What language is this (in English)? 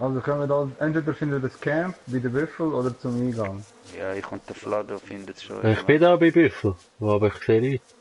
Swiss German